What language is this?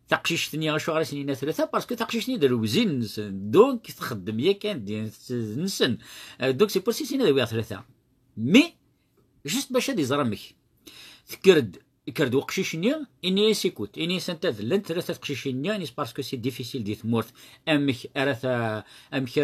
Kabyle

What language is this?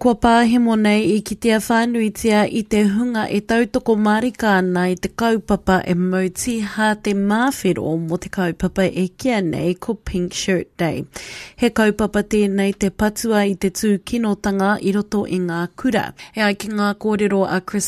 Māori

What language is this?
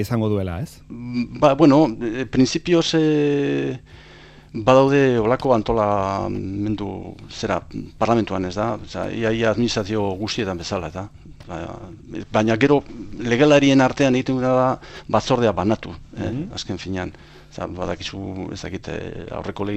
Basque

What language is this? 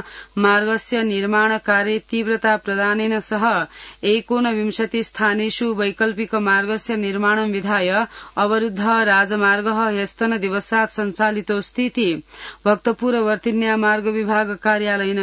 Sanskrit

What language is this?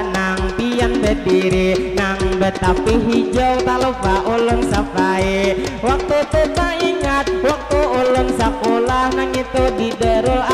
Banjar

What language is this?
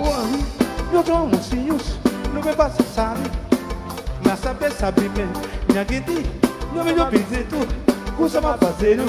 Kabuverdianu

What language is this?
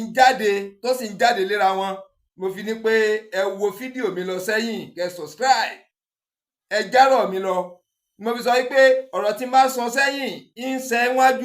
Yoruba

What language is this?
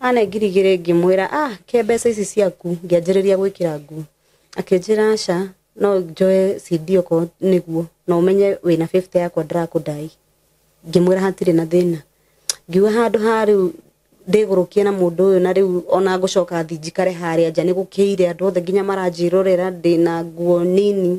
Kikuyu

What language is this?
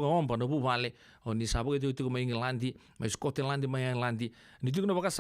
Fijian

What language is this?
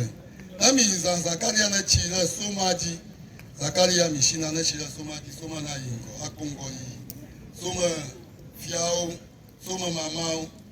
Ewe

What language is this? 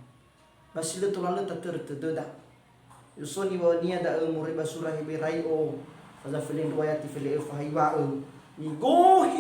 Nias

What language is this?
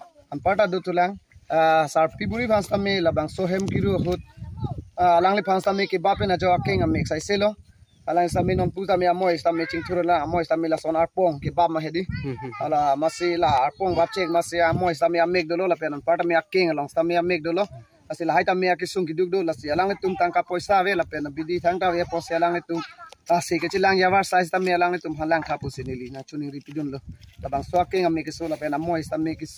Karbi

